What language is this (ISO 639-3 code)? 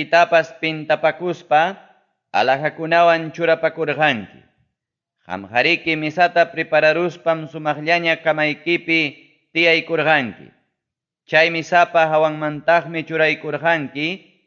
quy